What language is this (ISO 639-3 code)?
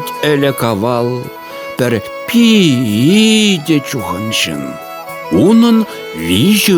chv